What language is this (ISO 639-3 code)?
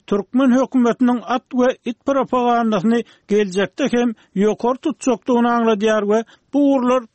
tuk